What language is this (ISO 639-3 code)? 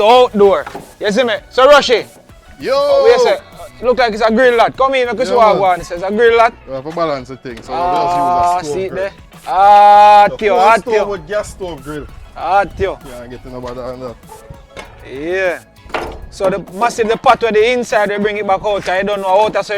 jam